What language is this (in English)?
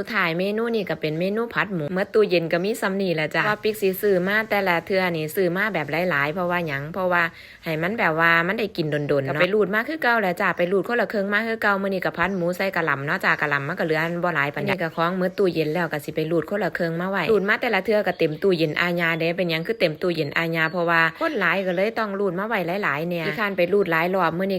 Northeastern Thai